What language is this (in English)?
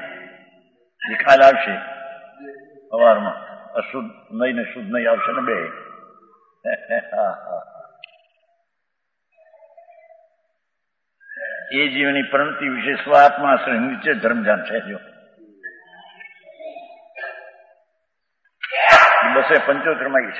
Gujarati